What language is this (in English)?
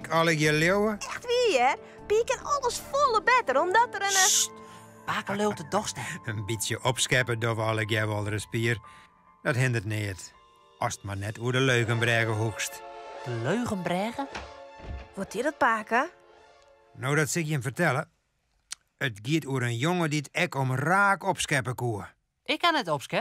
Western Frisian